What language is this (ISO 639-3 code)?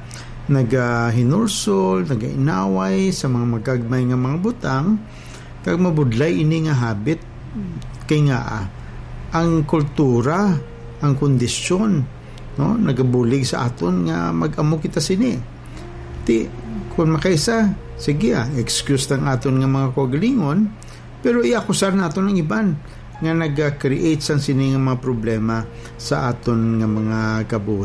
hil